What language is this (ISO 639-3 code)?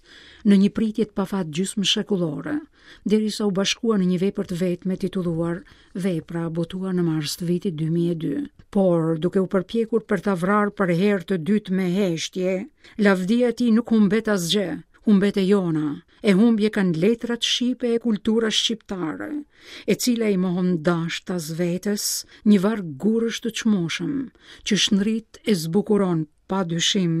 sqi